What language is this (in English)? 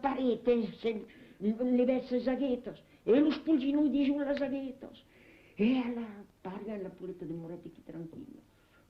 Occitan